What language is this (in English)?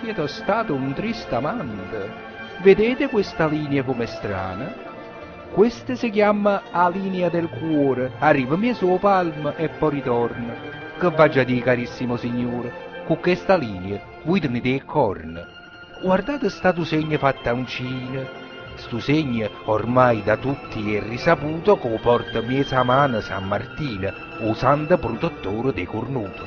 Neapolitan